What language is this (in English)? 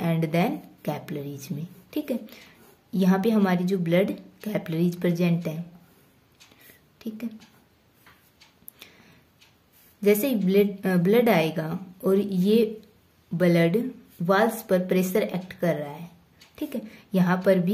Hindi